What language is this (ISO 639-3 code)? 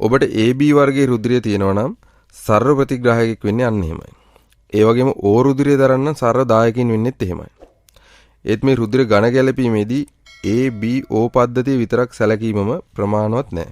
sin